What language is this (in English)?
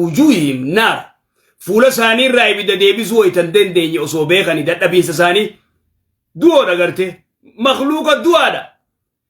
Oromo